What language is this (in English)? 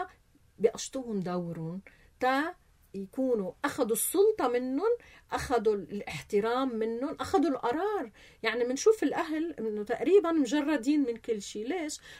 North Levantine Arabic